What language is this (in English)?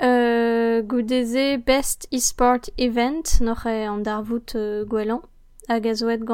Breton